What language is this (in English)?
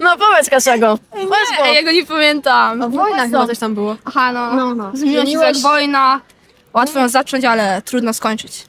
Silesian